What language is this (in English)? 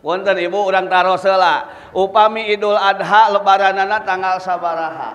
Sundanese